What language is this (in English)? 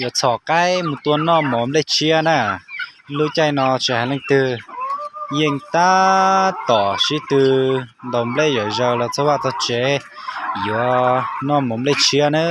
Hmong